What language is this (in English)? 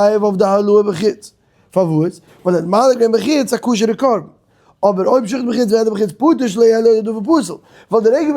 Yiddish